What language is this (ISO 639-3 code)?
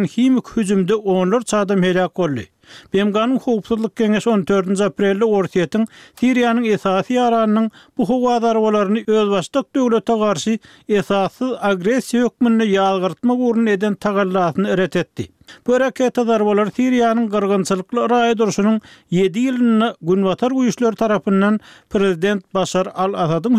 tuk